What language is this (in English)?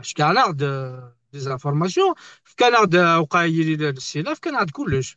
Kabyle